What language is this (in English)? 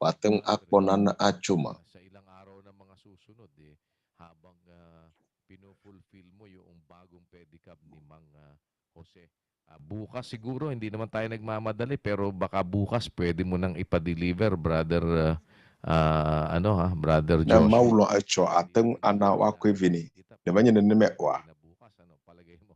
Ewe